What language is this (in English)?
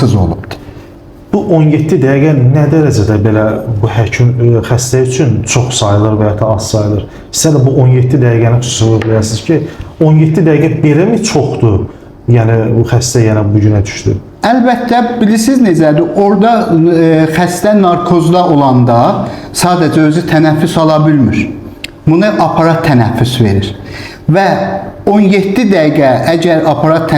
Azerbaijani